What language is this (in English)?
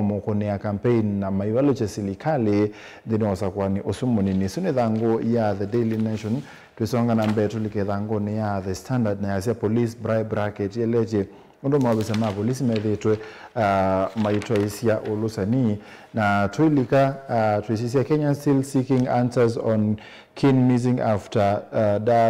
Kamba